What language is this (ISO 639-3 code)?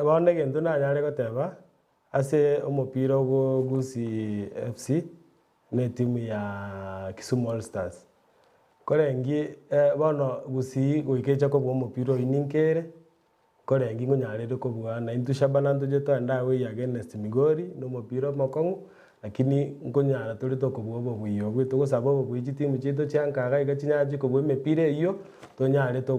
guz